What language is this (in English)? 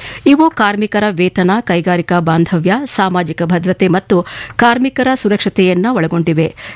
Kannada